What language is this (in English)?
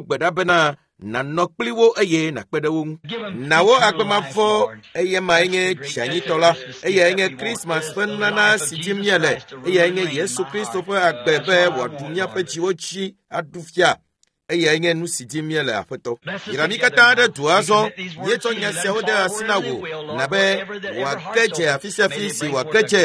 Ewe